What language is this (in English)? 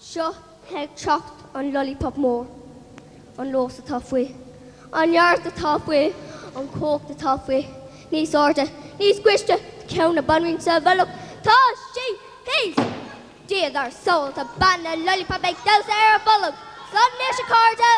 Irish